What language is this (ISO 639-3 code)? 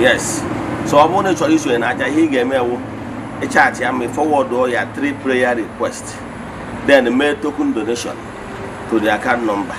ibo